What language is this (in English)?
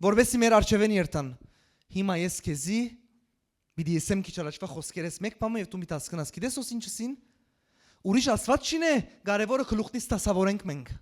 Western Armenian